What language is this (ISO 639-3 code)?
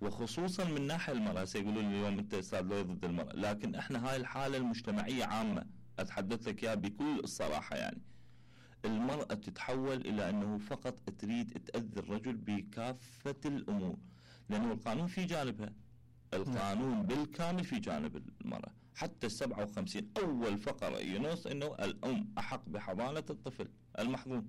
acm